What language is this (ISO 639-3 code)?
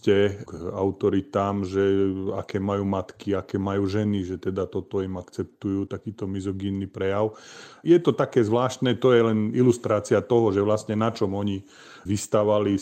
slk